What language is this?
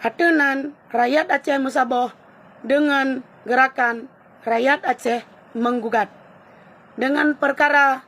Achinese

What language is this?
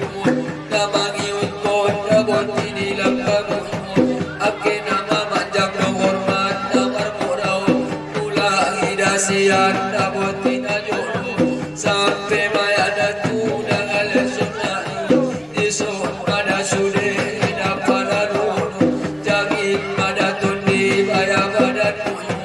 Batak Angkola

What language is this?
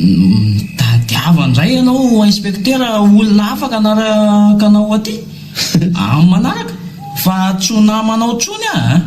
Malagasy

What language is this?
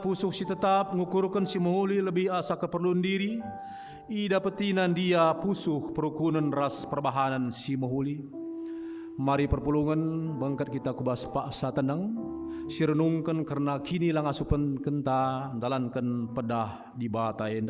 Batak Karo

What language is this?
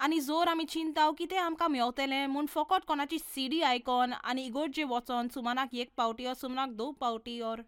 Konkani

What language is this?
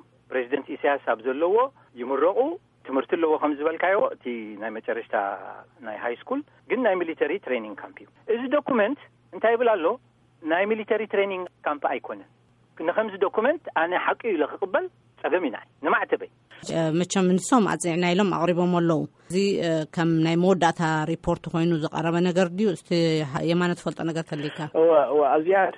Tigrinya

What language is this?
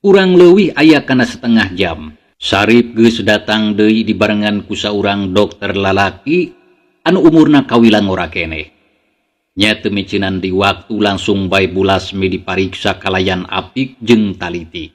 Sundanese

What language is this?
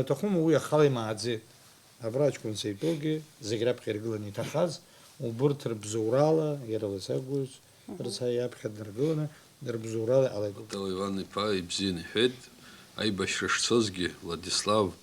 Abkhazian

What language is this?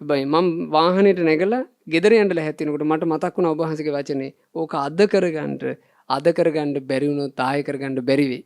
Sinhala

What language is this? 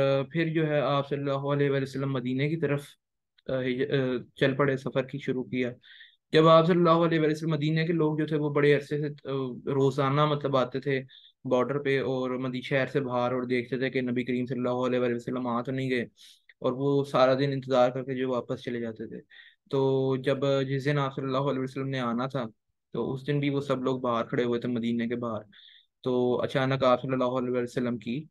Urdu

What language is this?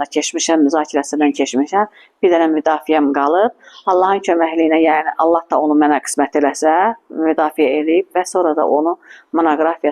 Azerbaijani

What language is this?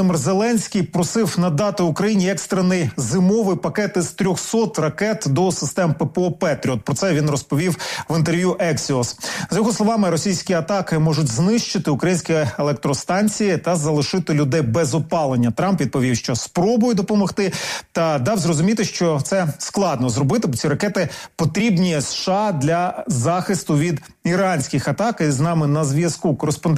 Ukrainian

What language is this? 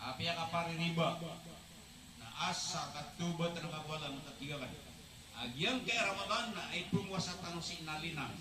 Maranao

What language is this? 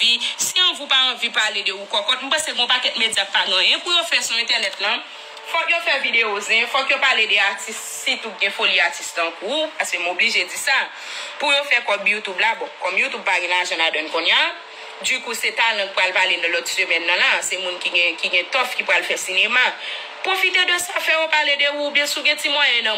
Haitian Creole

